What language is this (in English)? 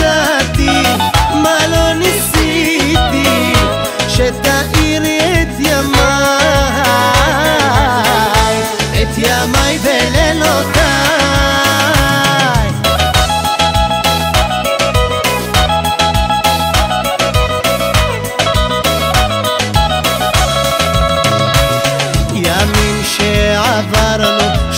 Hebrew